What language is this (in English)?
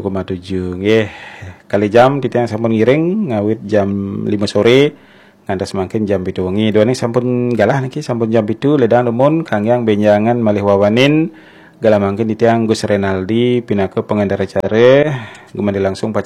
Balinese